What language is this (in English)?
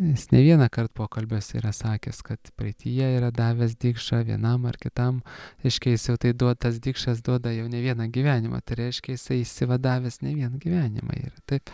Lithuanian